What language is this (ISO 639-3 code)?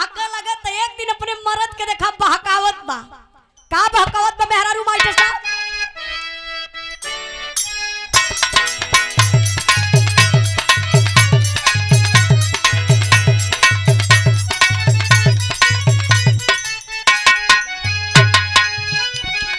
bho